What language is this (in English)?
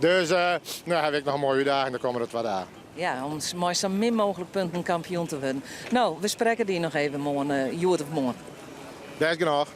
Western Frisian